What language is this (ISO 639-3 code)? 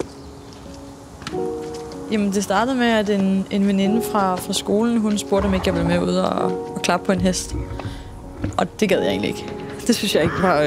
dan